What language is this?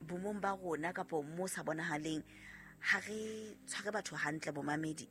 Southern Sotho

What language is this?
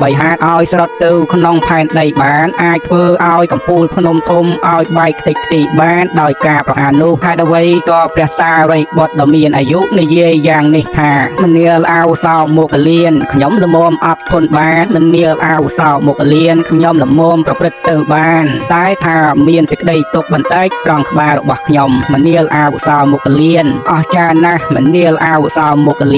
Khmer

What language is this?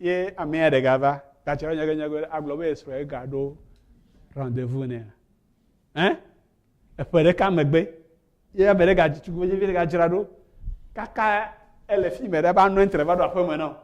Ewe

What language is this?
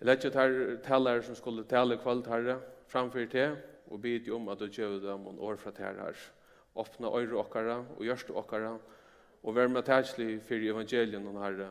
Faroese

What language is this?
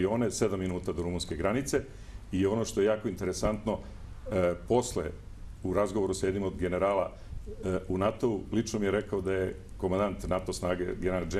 Serbian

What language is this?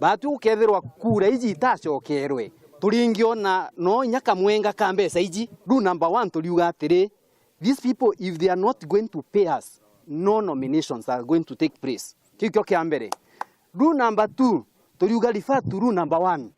Meru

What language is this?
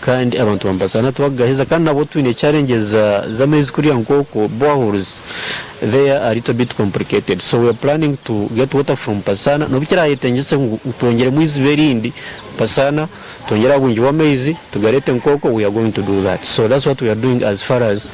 Nyankole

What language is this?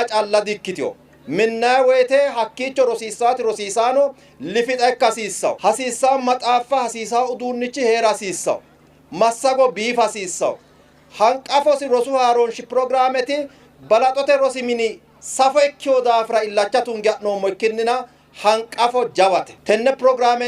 Sidamo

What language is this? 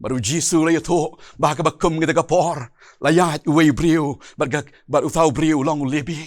Khasi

